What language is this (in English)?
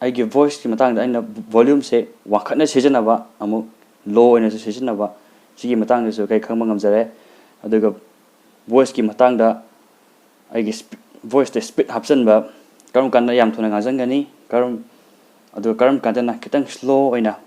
Manipuri